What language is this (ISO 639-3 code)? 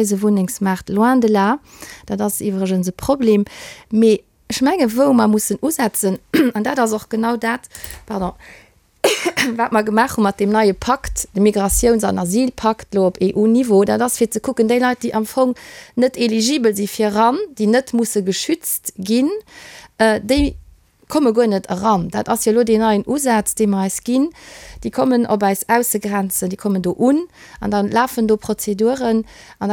ltz